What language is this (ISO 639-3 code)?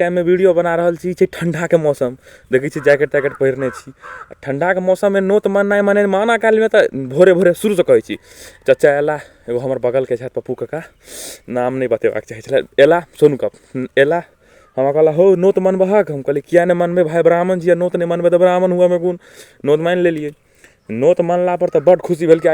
mai